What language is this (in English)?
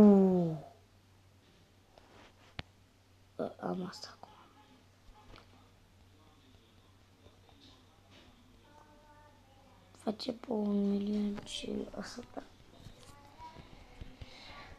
Romanian